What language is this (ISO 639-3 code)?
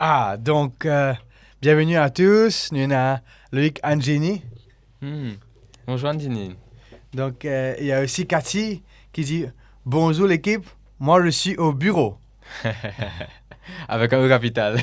mfe